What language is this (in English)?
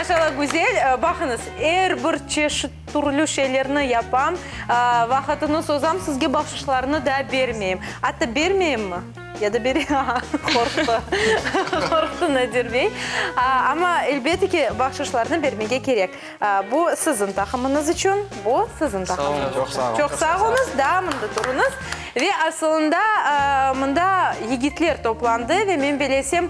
Crimean Tatar